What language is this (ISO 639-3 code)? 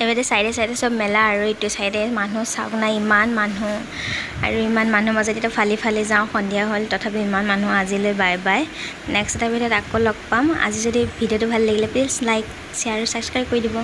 asm